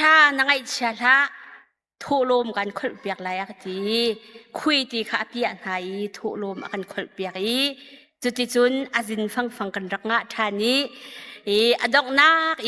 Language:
Hakha Chin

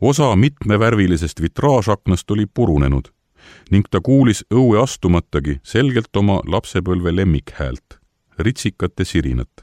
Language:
Estonian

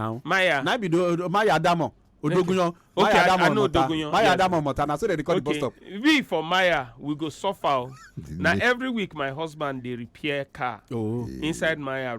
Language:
Nigerian Pidgin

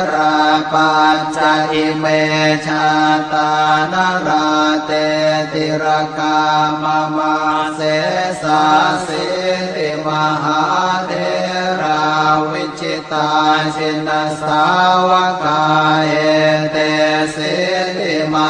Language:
Pali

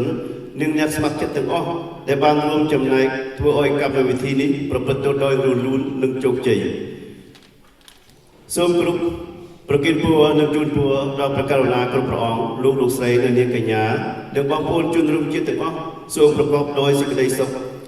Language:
Khmer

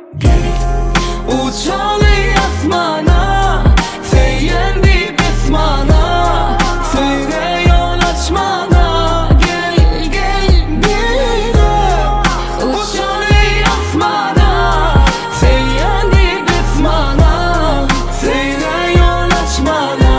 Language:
Turkmen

